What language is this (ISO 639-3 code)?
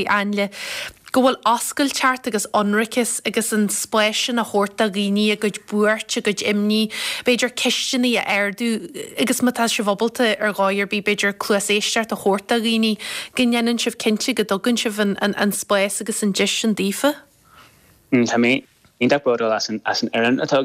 gle